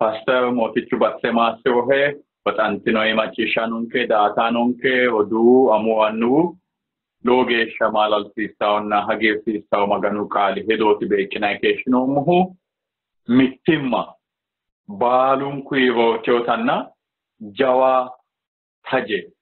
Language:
Sidamo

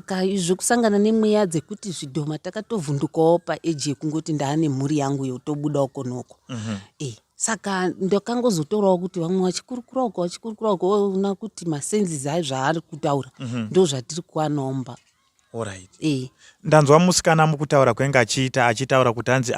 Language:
Shona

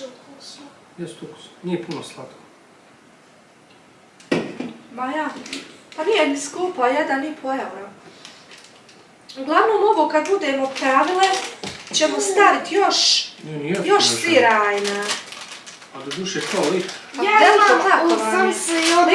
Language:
Bosnian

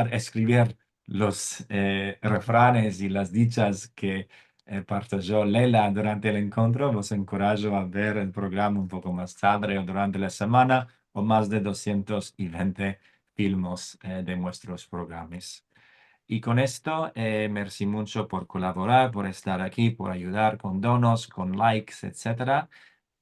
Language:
Ladino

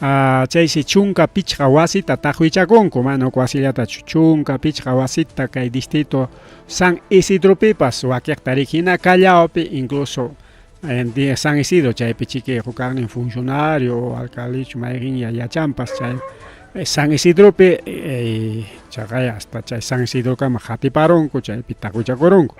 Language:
Ayacucho Quechua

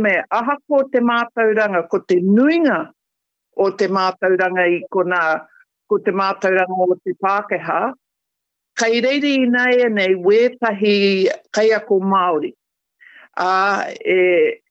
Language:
Māori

